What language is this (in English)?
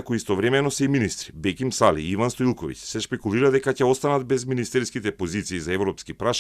Macedonian